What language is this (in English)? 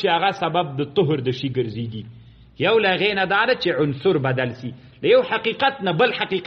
Pashto